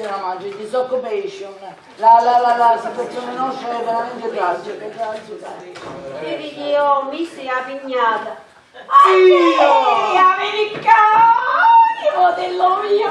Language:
Sicilian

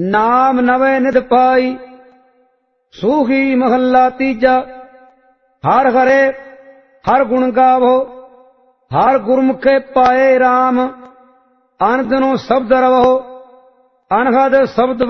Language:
Punjabi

